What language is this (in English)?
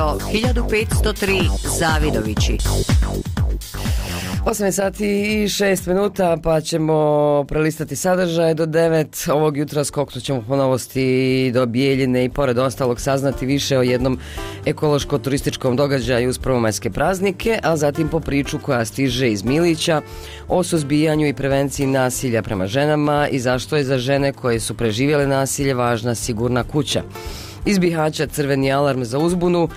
Bosnian